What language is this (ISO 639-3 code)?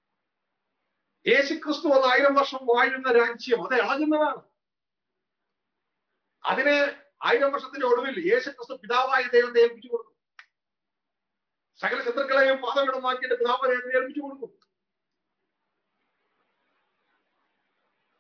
mal